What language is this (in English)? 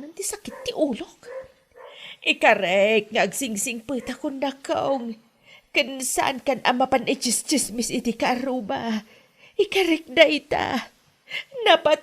Iloko